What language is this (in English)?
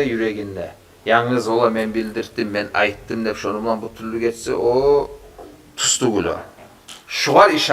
Kumyk